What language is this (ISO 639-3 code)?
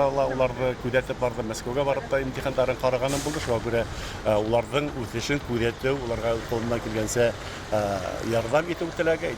bak